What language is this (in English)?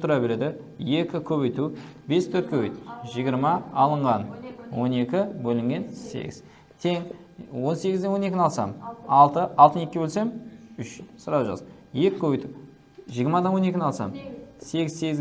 Kara-Kalpak